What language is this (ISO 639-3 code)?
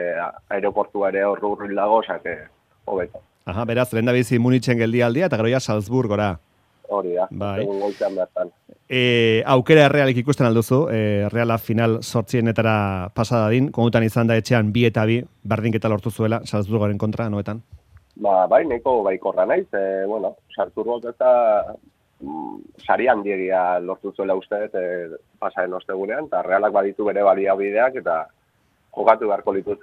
eus